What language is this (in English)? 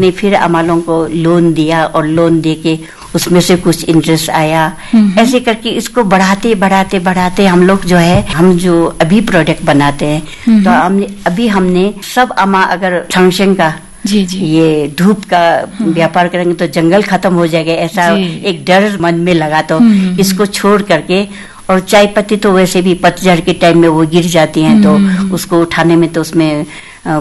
Hindi